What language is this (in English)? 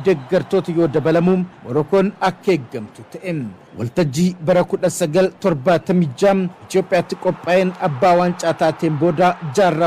Oromo